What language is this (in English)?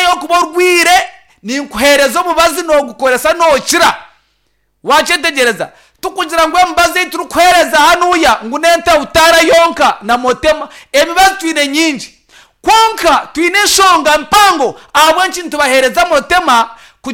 Nyankole